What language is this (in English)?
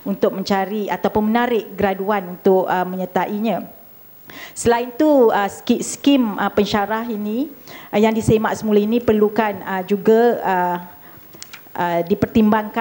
Malay